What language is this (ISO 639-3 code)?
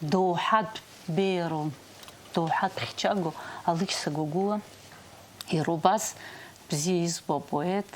abk